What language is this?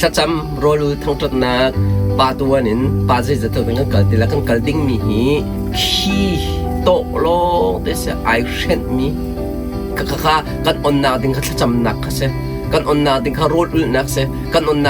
Hakha Chin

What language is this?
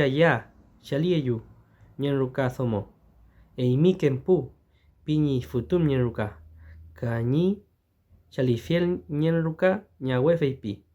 Mapuche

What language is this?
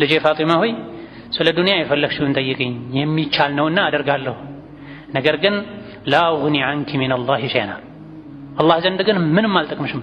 Amharic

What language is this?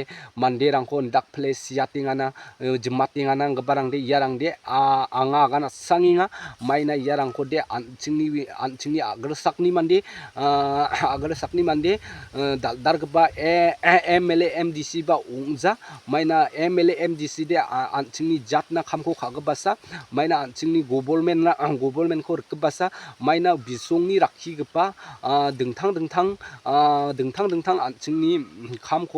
Garo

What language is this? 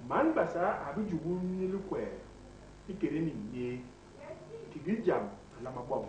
Basaa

